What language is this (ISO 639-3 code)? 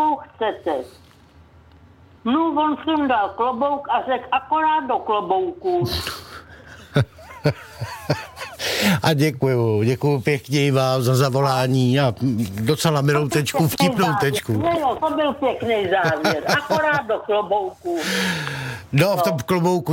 ces